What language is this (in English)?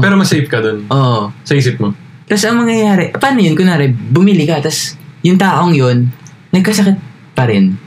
Filipino